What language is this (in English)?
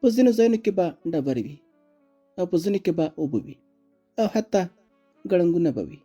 Pashto